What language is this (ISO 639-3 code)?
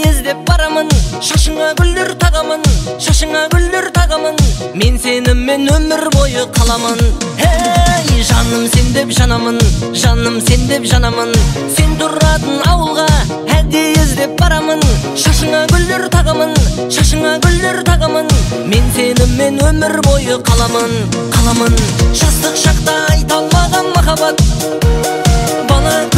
kaz